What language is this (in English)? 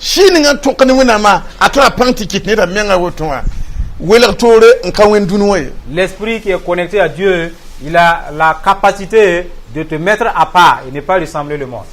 Mossi